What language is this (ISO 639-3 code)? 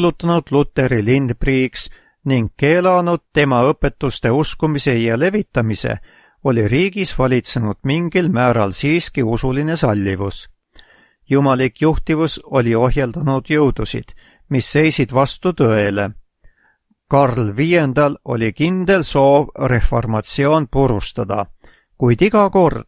est